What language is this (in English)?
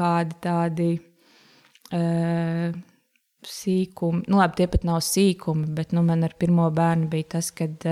Latvian